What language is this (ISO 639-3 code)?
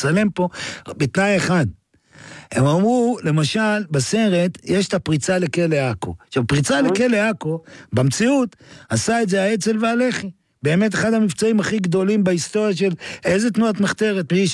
heb